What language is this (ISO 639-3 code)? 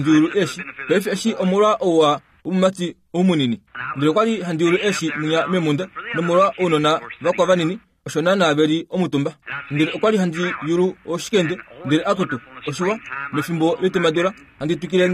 kua